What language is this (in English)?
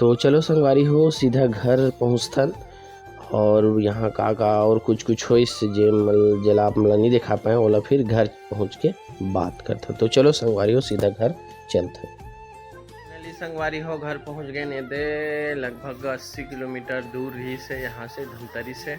Chhattisgarhi